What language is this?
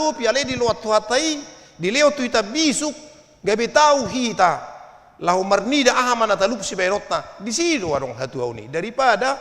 Batak Toba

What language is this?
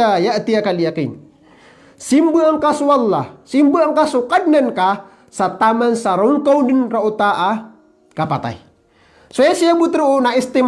Maranao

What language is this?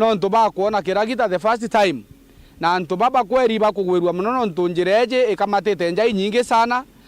Meru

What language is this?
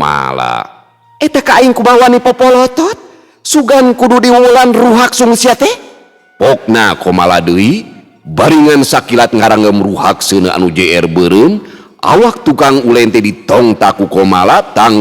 Sundanese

